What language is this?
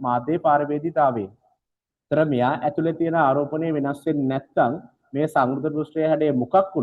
Sinhala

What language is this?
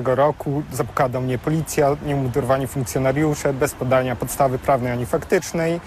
Polish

